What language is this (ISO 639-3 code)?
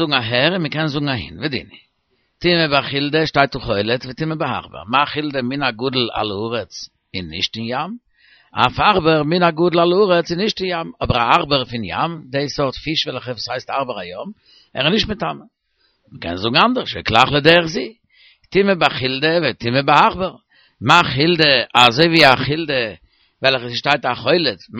yid